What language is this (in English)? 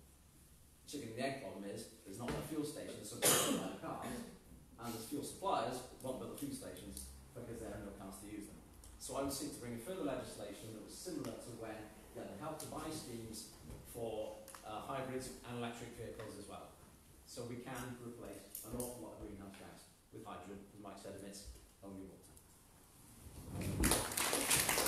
English